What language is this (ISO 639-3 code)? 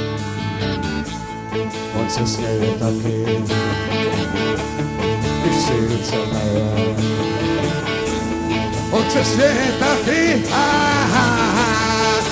ces